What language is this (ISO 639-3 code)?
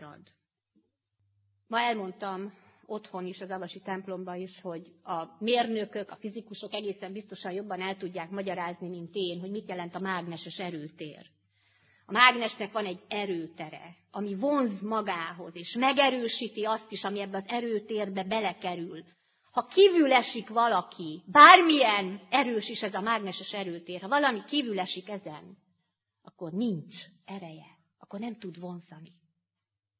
hun